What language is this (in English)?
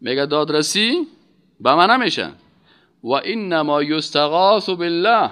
Persian